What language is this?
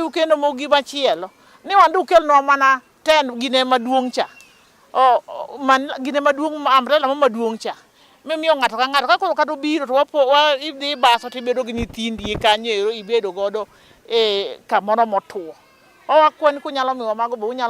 Luo (Kenya and Tanzania)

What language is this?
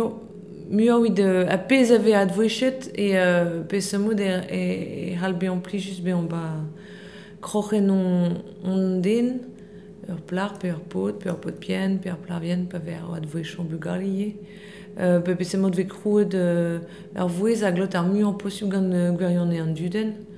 Breton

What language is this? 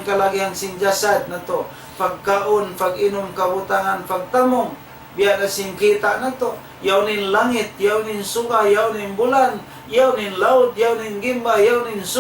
Tausug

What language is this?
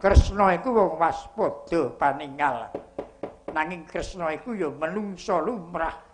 Javanese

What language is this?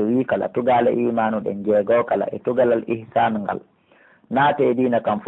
Pular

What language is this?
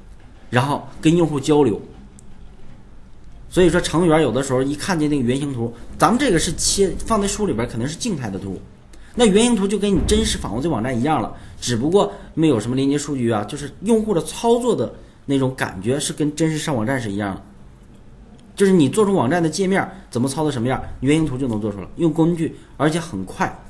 Chinese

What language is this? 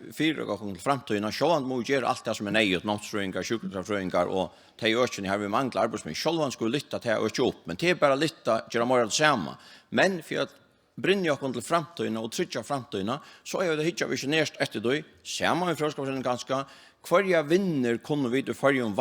Faroese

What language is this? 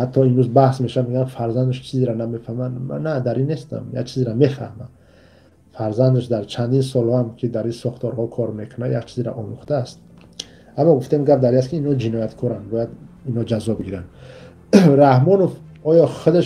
Tajik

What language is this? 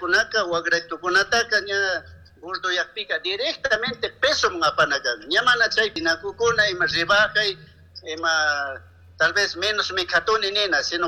Chimborazo Highland Quichua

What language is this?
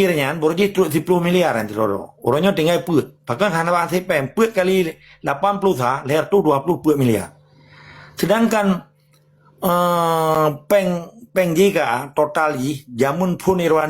Achinese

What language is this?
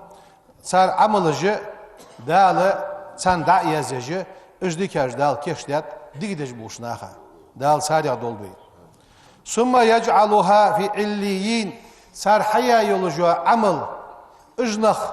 Ingush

